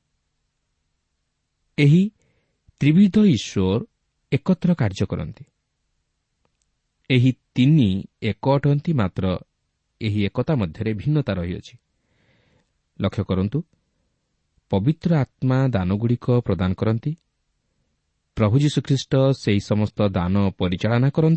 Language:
Odia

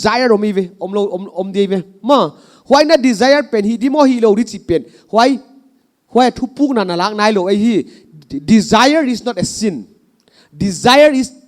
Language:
Paite Chin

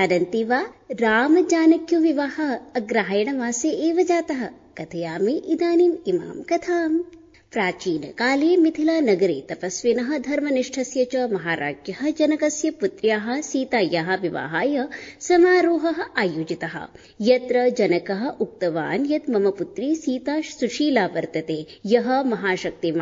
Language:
Sanskrit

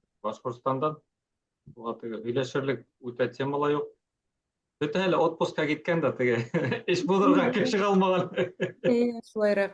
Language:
Bashkir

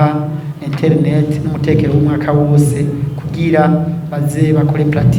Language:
Rundi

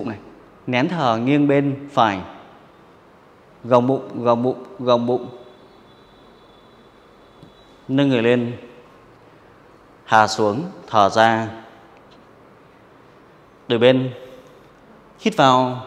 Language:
Vietnamese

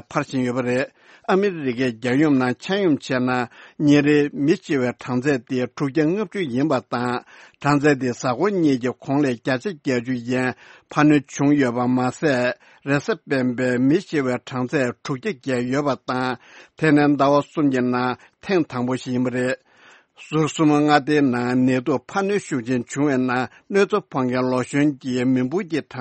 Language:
Tibetan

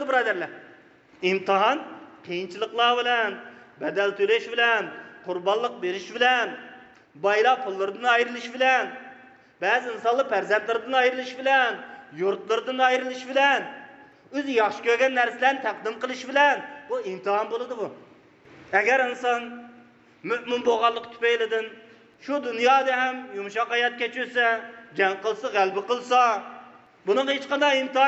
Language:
Uyghur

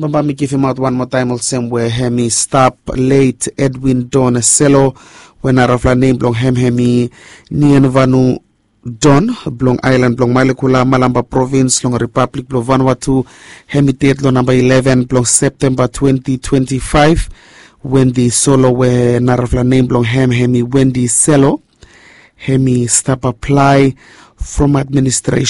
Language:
Bislama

